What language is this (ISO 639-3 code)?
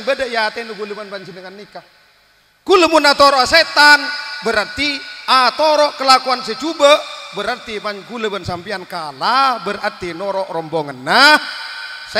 mad